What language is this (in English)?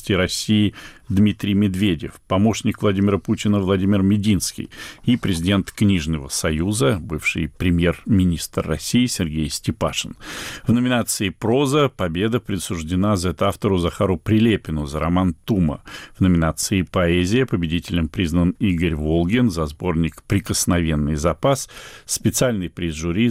Russian